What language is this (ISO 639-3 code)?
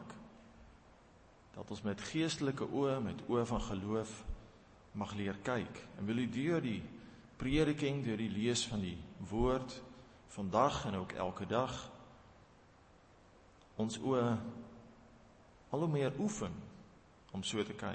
afr